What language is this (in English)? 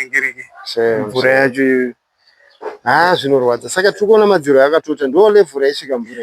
Shona